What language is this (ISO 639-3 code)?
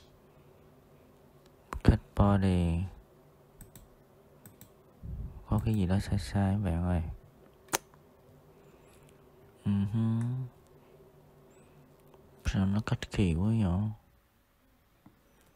vie